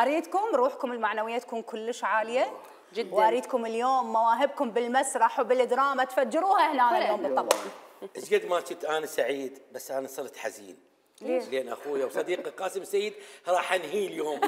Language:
Mesopotamian Arabic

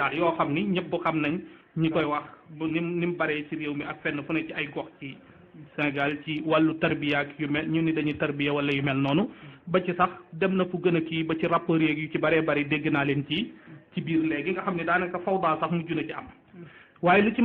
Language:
Wolof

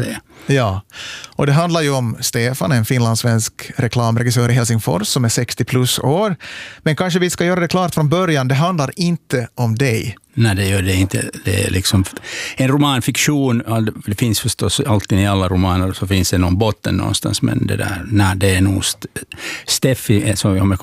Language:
Swedish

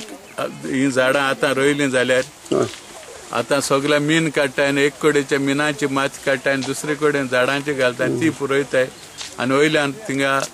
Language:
Konkani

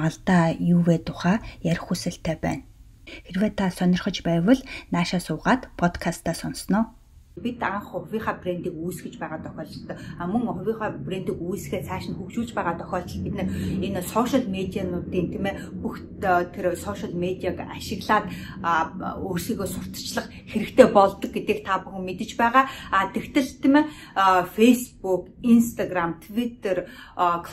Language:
Mongolian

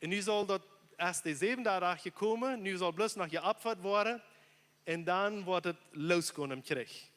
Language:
Plautdietsch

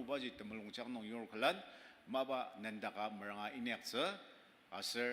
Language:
Ao Naga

